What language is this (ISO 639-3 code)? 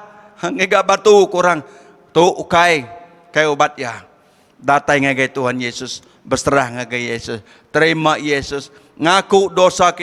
iba